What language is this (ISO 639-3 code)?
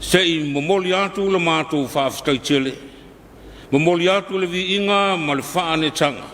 smo